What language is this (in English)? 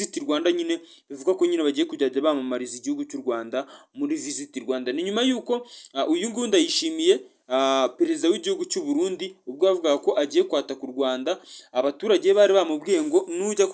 Kinyarwanda